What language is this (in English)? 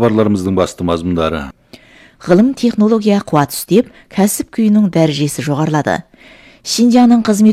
Kazakh